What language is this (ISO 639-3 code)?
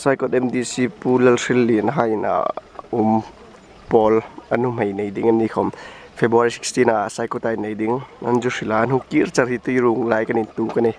hmr